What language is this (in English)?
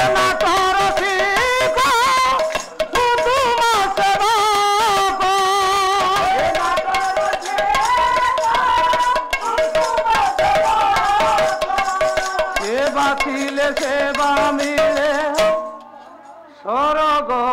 Odia